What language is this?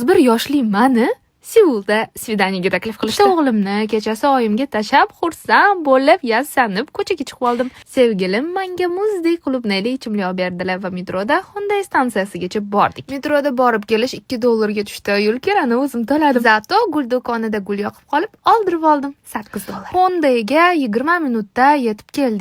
Uzbek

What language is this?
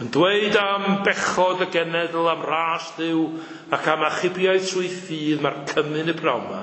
Welsh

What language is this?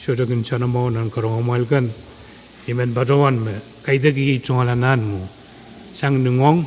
Pohnpeian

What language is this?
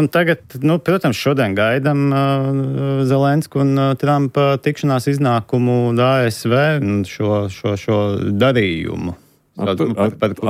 Latvian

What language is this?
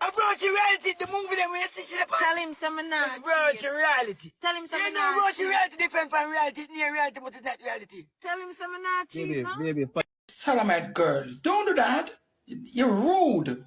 Jamaican Creole English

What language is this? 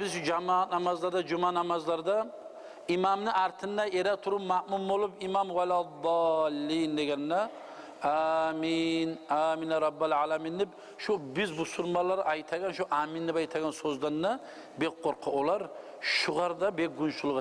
Kumyk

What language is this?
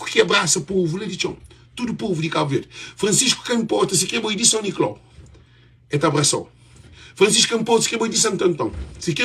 Kabuverdianu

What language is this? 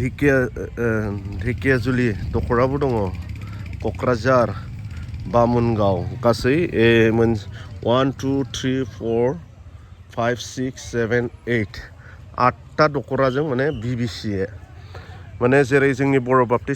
Bodo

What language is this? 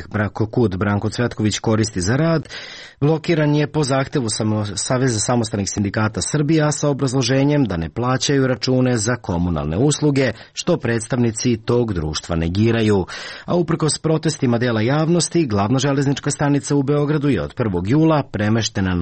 Serbian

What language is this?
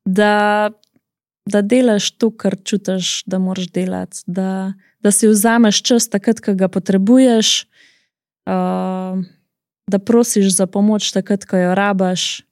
Slovenian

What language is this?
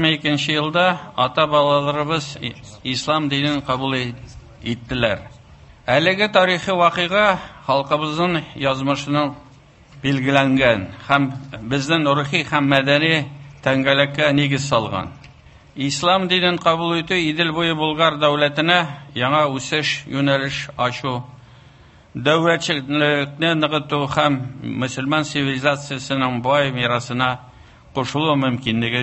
Tatar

